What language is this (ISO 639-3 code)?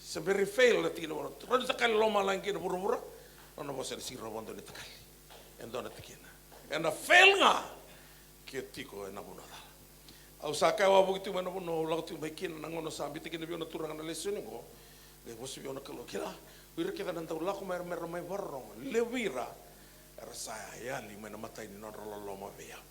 fij